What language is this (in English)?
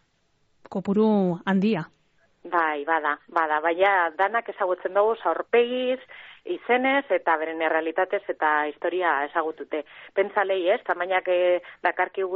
Basque